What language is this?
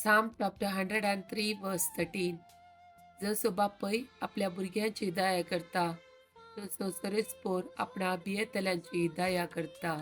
Konkani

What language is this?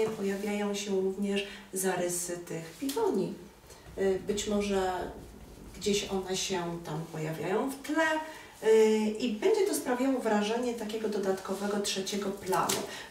Polish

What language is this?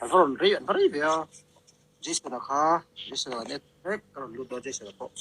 Mizo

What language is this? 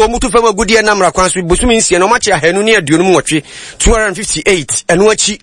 Akan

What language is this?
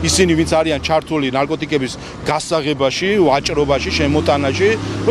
Georgian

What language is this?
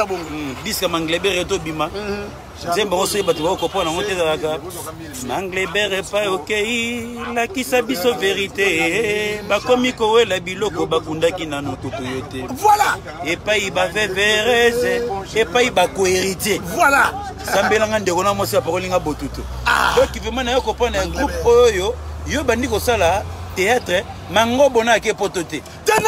Lingala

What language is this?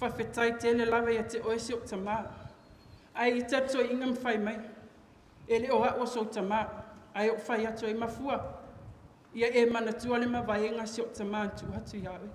Samoan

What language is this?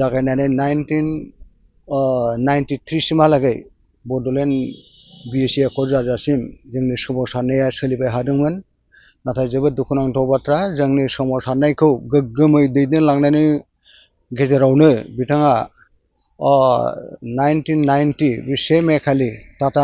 Bodo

